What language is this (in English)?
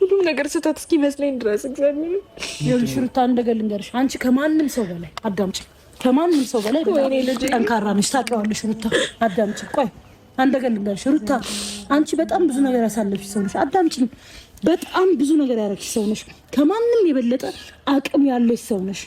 Amharic